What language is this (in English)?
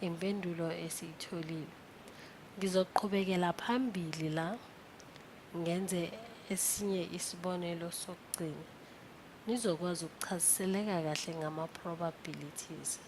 Zulu